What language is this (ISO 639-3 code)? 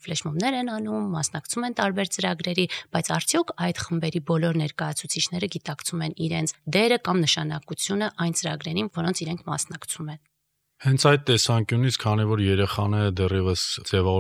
hye